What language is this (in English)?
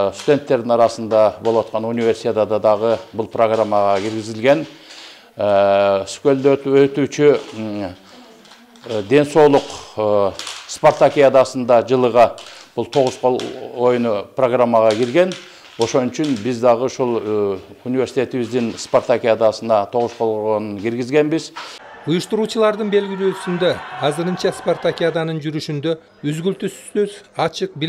Kyrgyz